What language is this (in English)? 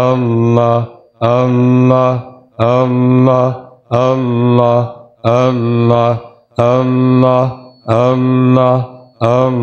Urdu